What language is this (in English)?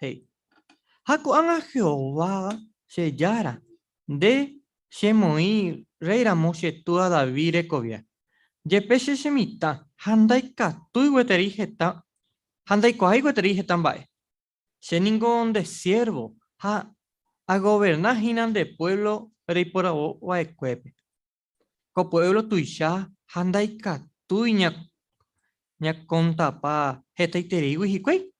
Guarani